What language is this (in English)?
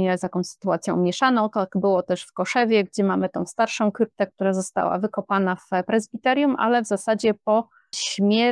Polish